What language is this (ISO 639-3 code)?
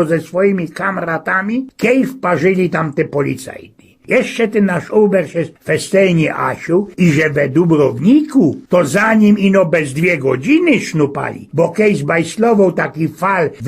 szl